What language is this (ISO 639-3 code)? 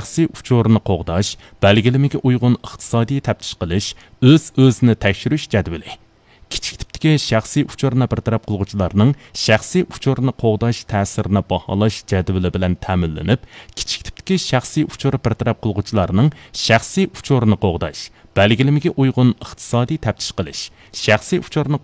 uig